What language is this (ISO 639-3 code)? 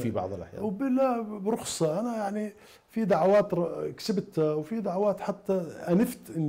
acm